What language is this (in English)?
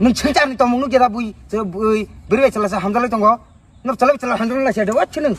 Kok Borok